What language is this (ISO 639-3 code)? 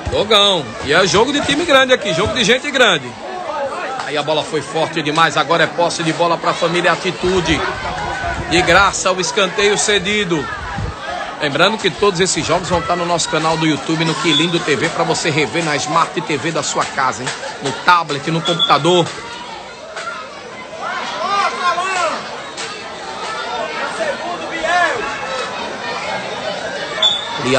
por